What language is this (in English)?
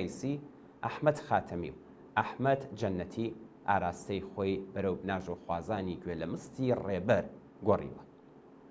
Central Kurdish